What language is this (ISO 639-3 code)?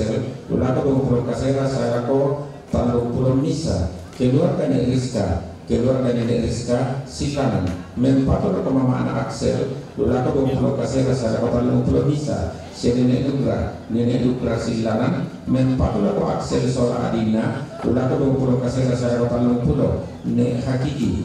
sda